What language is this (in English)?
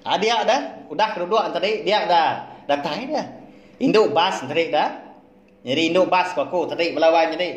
Iban